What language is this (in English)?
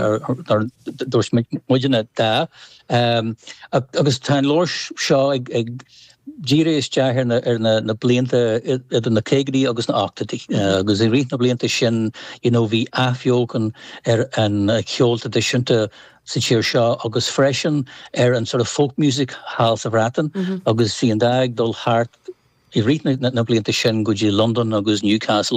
Irish